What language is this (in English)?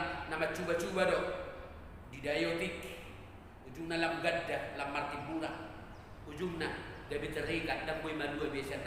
Batak Toba